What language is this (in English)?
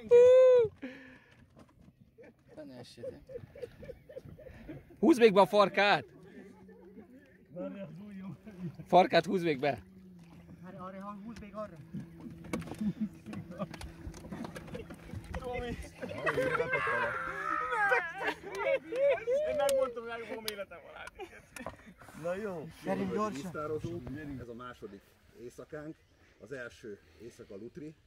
Hungarian